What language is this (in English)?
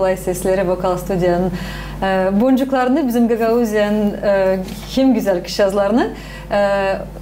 Gagauz